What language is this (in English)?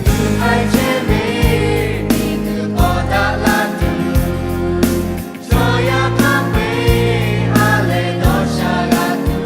Lahu